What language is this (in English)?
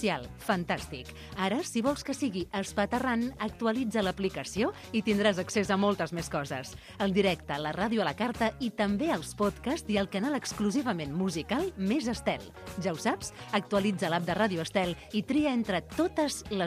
Catalan